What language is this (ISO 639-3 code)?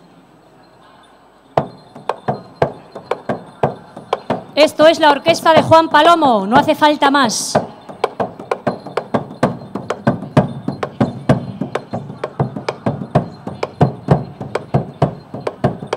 spa